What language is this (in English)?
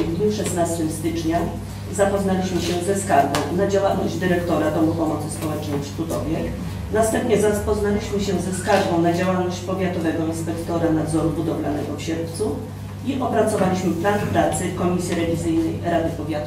Polish